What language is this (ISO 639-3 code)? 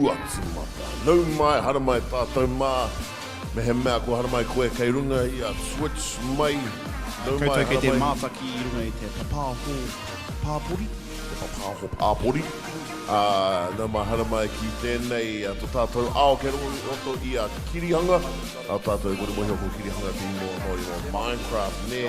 mri